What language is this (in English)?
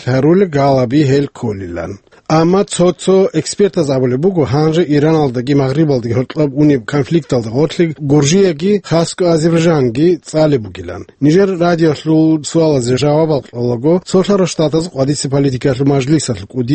Avaric